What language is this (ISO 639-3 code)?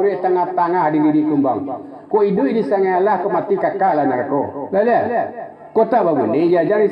min